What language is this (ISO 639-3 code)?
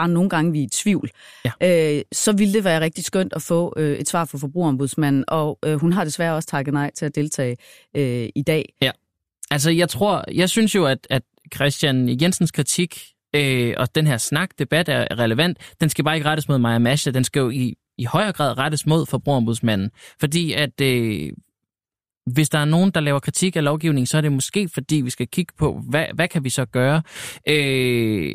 dan